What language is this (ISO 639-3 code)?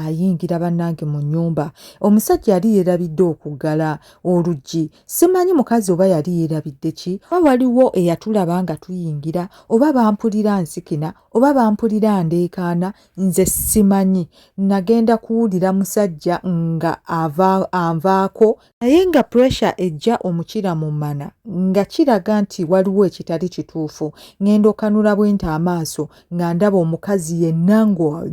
lug